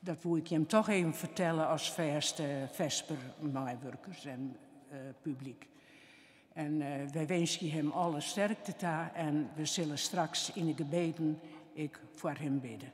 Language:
Western Frisian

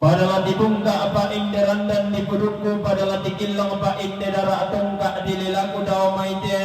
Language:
Toraja-Sa'dan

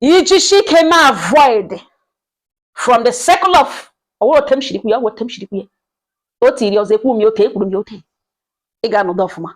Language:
Igbo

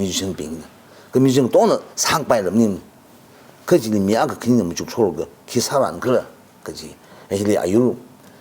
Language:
Tangkhul Naga (India)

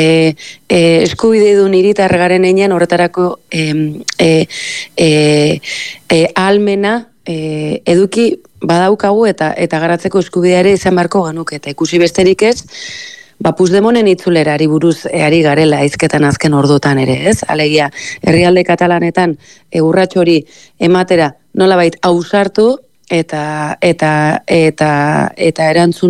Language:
Basque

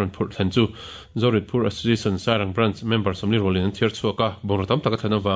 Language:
Mizo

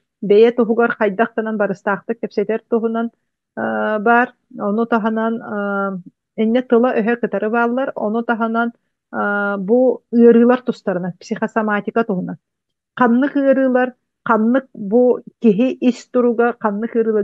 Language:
Yakut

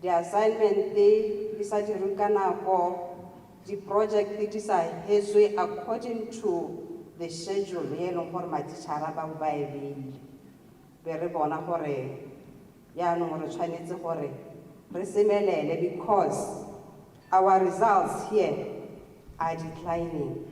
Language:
Tswana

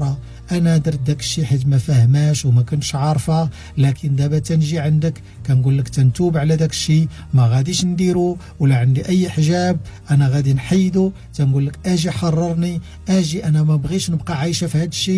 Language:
Moroccan Arabic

